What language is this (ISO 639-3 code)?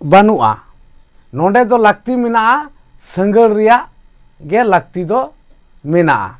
sat